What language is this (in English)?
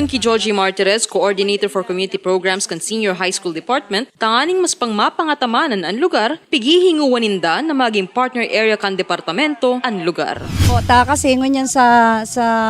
Bikol